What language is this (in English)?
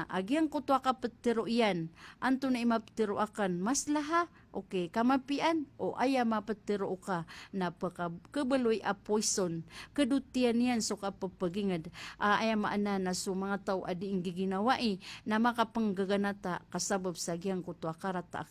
Maranao